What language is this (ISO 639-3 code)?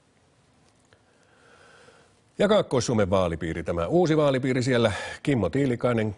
fin